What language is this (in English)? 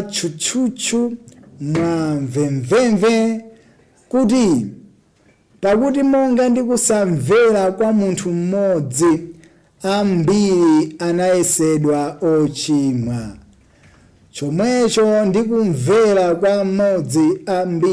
Nyanja